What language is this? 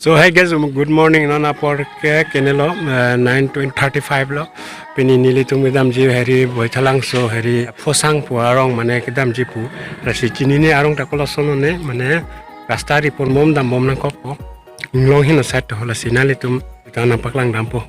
Karbi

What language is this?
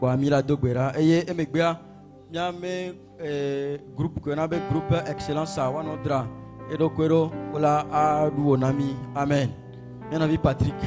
Ewe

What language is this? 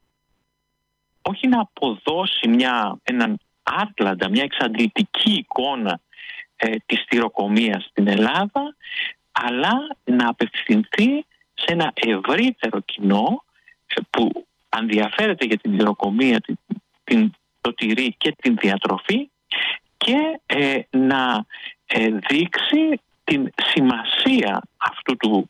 Greek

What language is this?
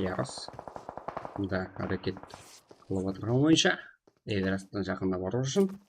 Kara-Kalpak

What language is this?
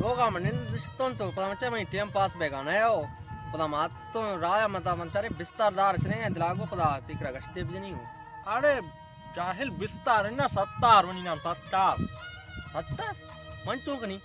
Baluchi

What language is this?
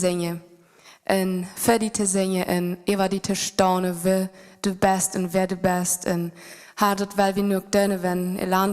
Plautdietsch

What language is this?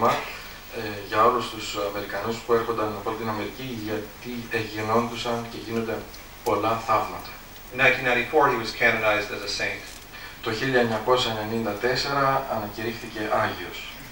Greek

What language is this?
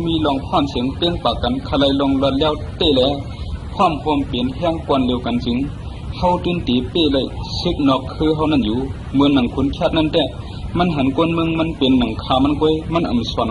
Shan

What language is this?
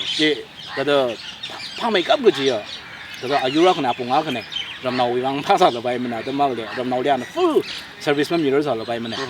Tangkhul Naga (India)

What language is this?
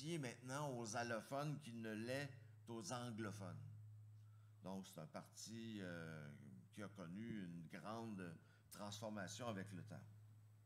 French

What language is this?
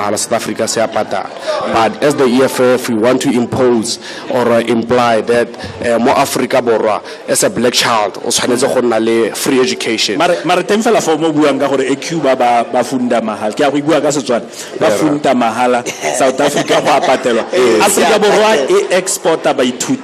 Tswana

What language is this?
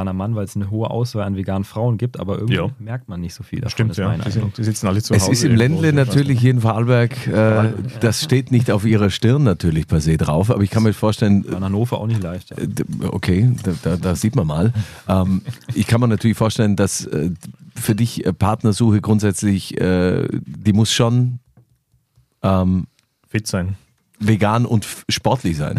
German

